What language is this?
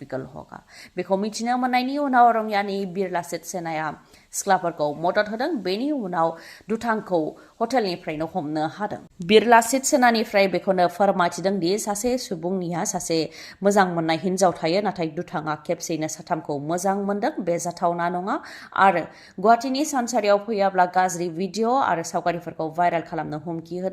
Bodo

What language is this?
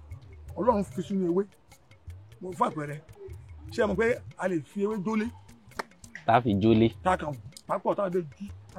Yoruba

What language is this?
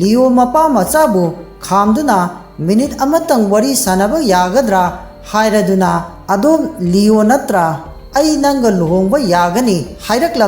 Manipuri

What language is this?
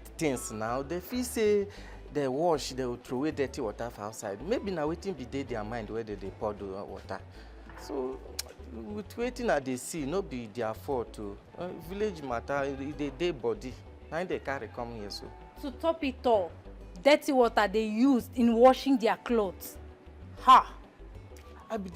Nigerian Pidgin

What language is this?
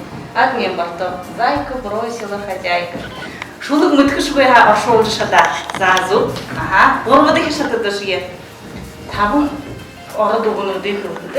Buriat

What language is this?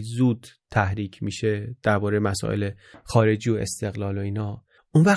Persian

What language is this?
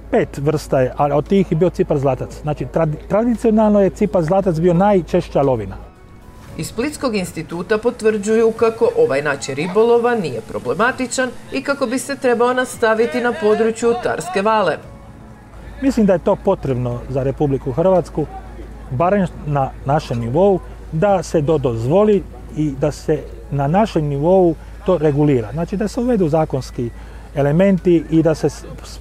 Croatian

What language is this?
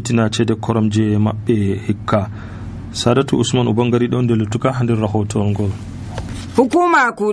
Nigerian Fulfulde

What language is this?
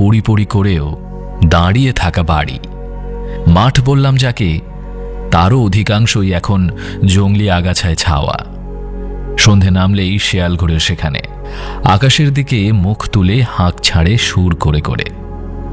Bangla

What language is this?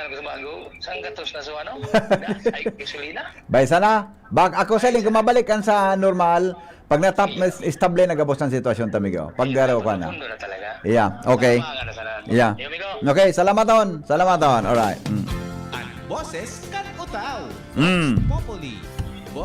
Bikol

